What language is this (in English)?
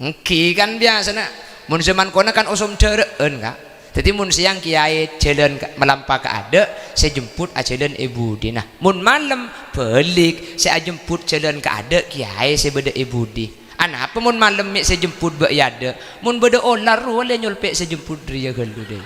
Madurese